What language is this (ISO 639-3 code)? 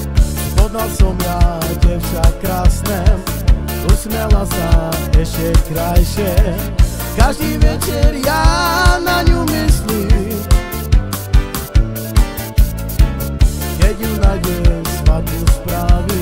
slk